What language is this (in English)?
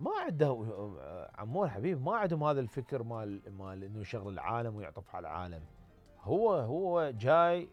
Mesopotamian Arabic